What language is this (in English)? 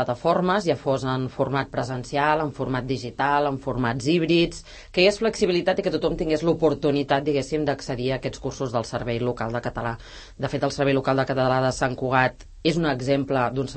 Catalan